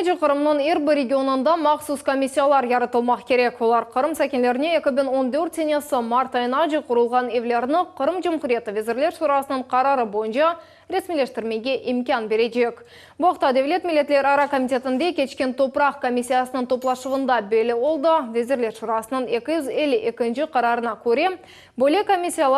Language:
Crimean Tatar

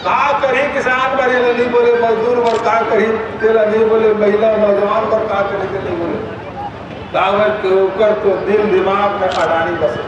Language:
Chhattisgarhi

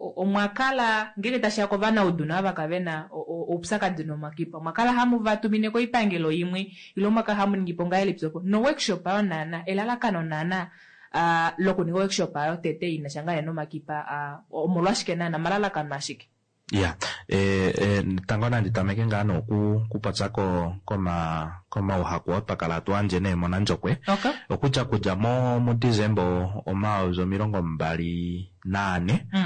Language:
Kuanyama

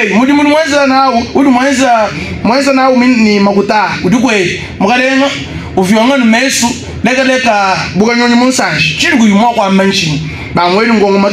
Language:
Luba-Lulua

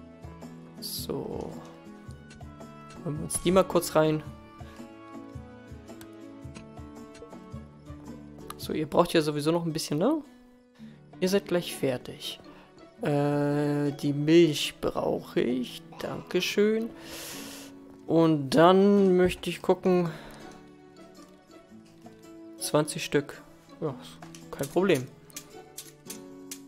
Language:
German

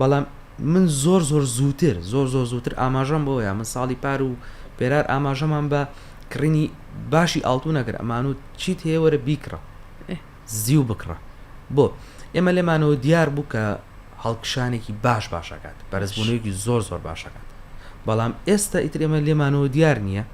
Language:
Central Kurdish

